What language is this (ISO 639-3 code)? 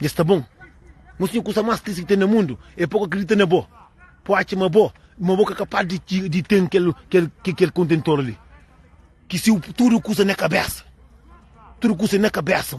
kea